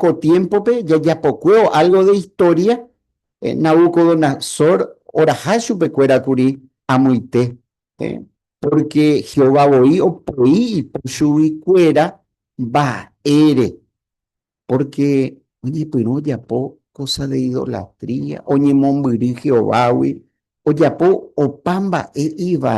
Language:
Guarani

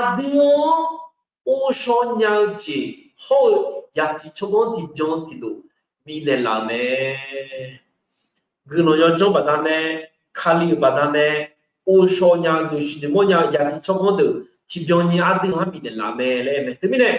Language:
Akha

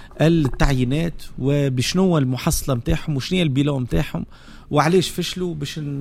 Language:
Tunisian Arabic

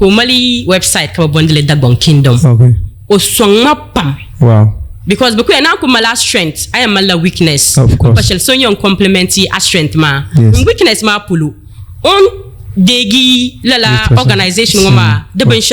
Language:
Dagbani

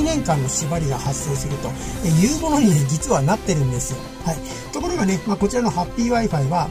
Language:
Japanese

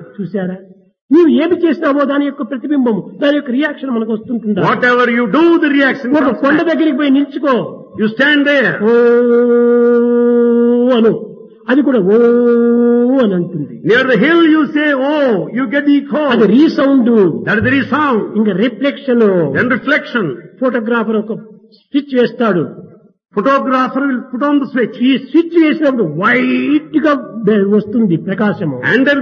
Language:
Telugu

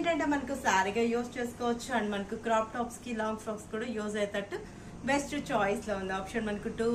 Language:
Telugu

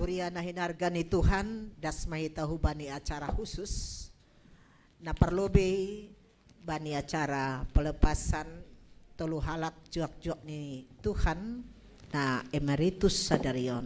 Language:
Batak Simalungun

